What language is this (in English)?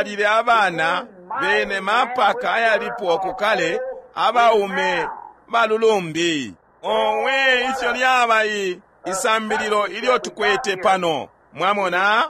Bemba